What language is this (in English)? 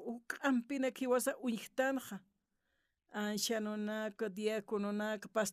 Aymara